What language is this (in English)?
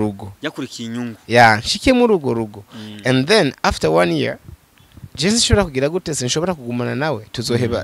Rundi